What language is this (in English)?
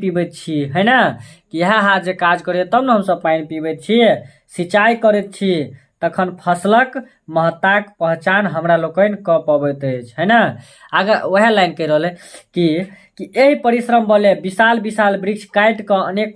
Maithili